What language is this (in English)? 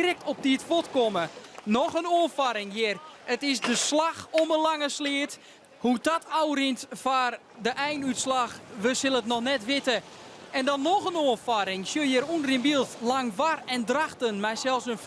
Western Frisian